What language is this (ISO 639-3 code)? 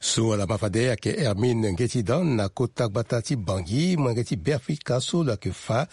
sag